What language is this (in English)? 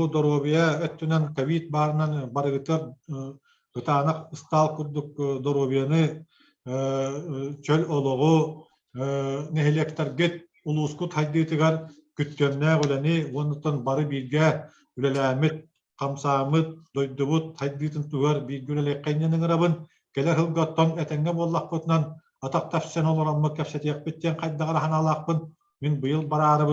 Yakut